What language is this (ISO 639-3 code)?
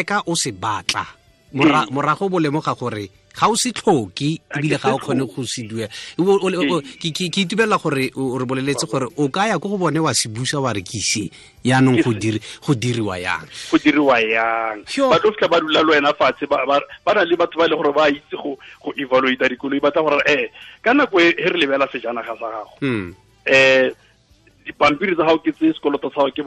tsn